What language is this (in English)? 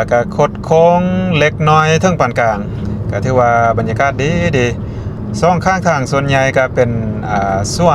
Lao